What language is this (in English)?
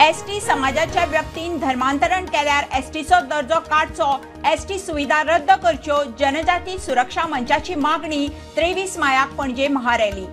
Konkani